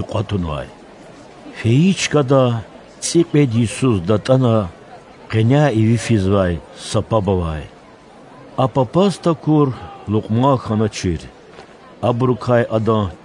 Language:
Lezghian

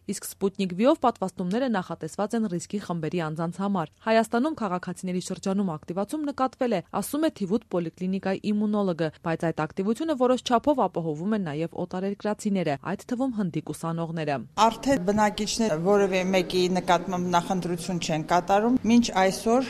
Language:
Armenian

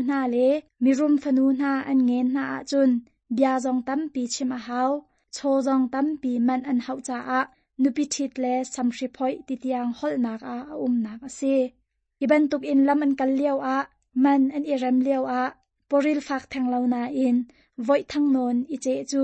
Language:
Hakha Chin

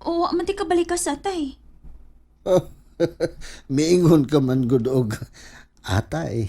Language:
Cebuano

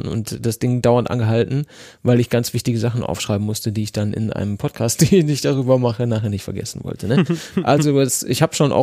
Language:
German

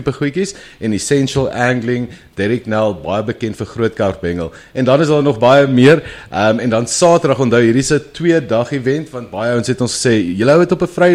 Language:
Afrikaans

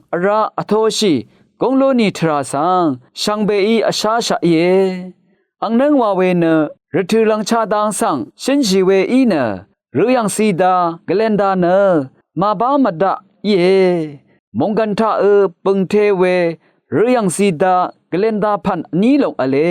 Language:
Rawang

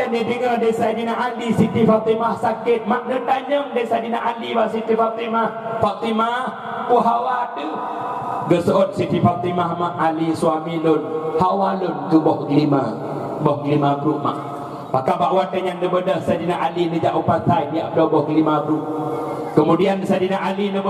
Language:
Achinese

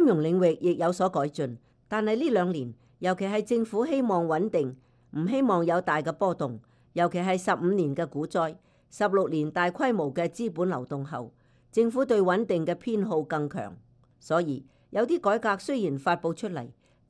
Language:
Cantonese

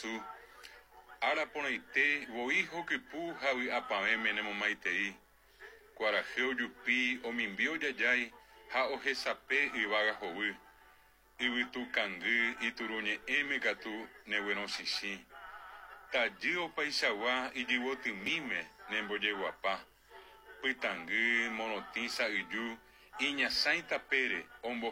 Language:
Guarani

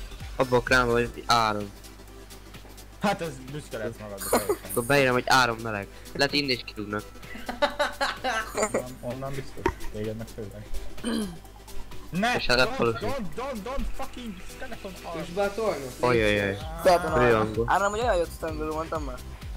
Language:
Hungarian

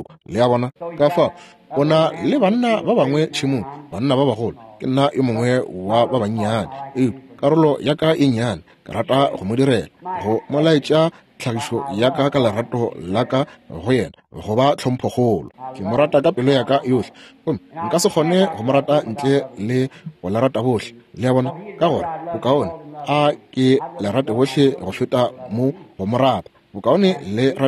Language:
Northern Sotho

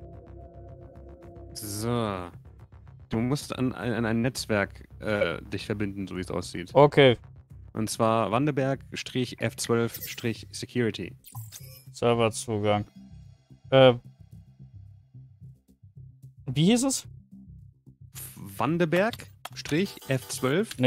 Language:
German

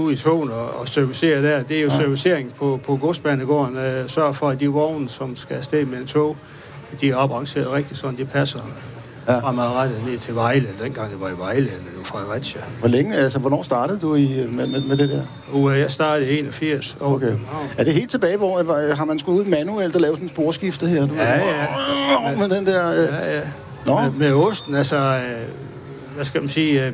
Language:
Danish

